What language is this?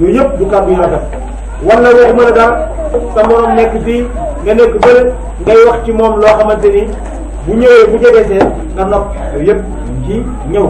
Wolof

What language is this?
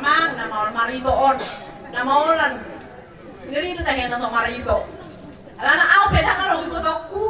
Batak Toba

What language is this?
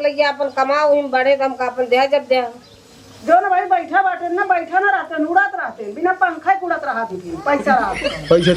Awadhi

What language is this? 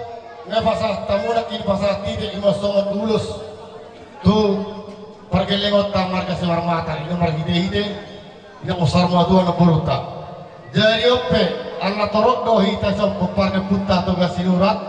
Batak Toba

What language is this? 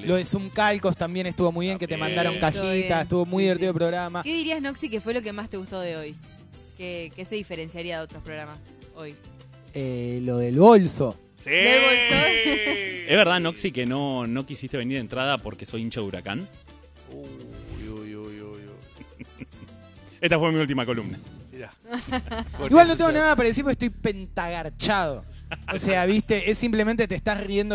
Spanish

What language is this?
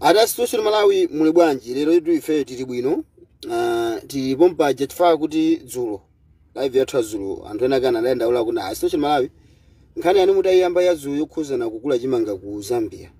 Nyanja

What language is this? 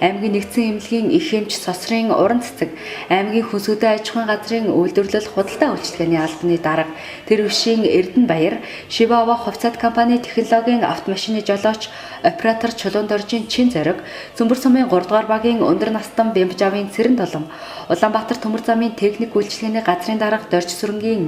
Mongolian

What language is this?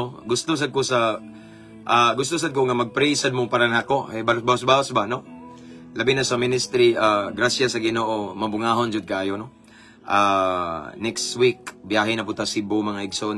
Cebuano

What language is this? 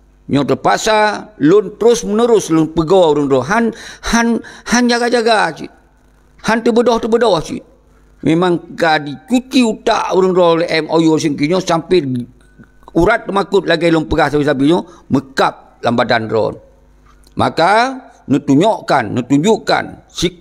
Achinese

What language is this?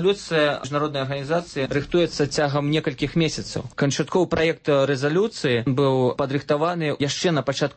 Belarusian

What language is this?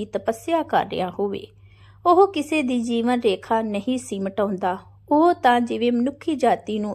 Punjabi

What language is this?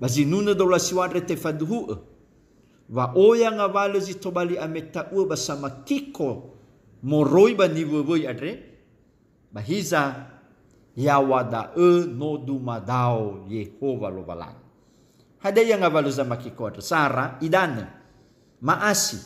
Nias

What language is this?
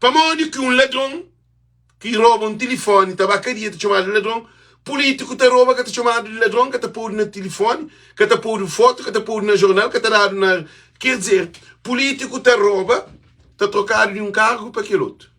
Kabuverdianu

